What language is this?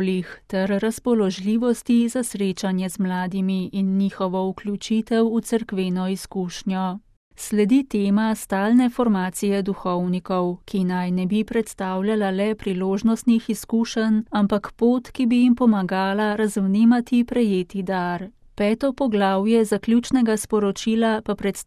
Slovenian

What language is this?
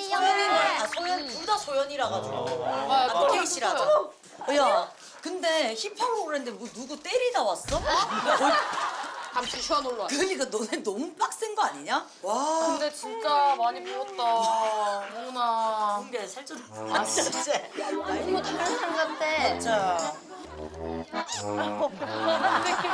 Korean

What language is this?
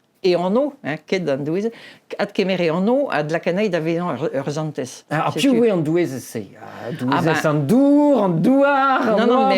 Breton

